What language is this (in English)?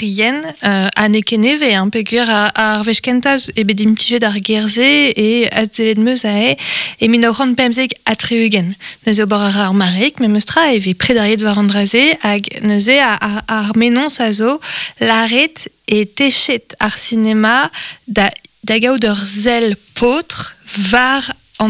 Breton